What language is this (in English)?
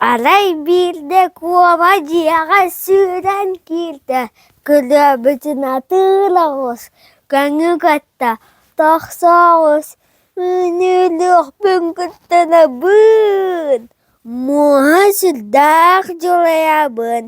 Yakut